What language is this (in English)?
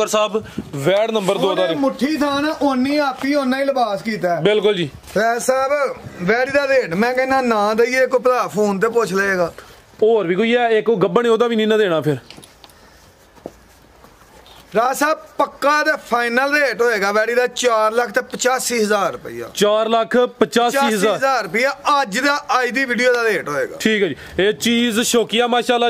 Punjabi